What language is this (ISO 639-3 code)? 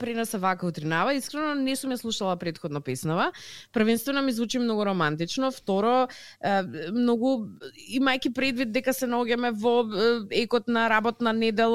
mkd